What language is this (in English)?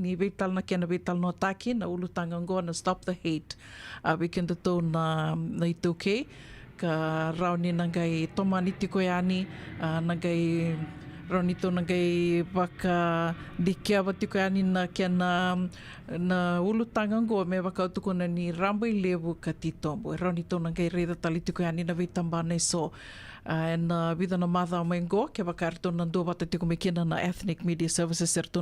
Fijian